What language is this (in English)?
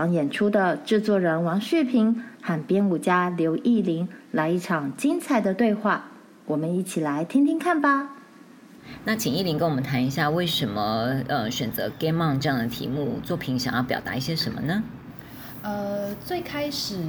Chinese